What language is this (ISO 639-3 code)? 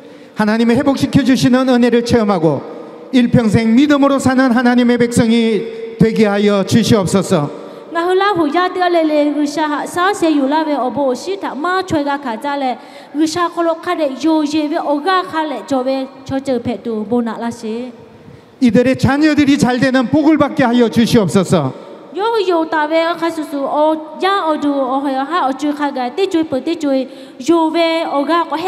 lhu